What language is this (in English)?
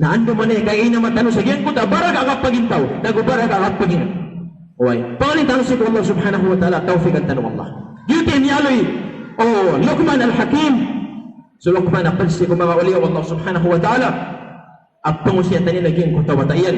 Maranao